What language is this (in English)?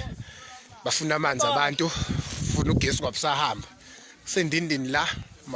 Zulu